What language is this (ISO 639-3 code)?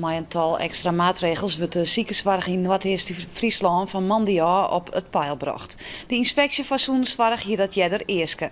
fry